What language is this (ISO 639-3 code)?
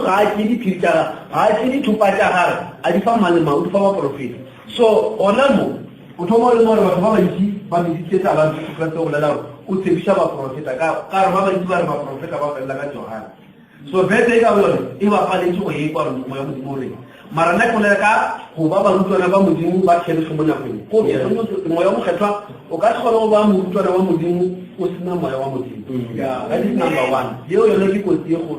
nso